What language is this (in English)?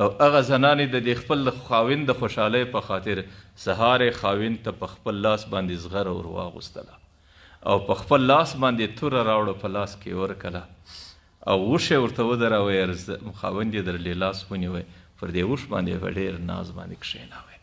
Pashto